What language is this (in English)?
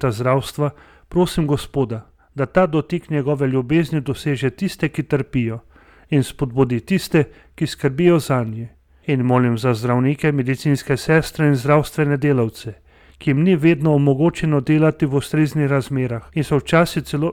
Slovenian